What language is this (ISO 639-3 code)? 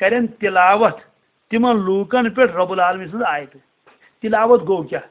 kas